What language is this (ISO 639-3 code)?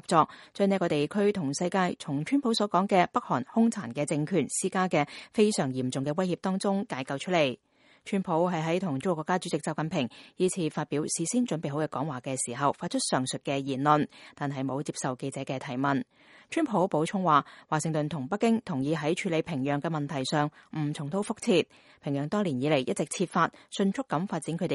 yue